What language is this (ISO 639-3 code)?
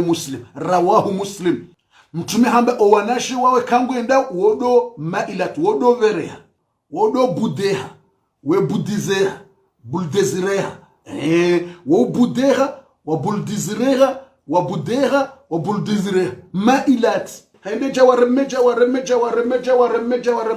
zdj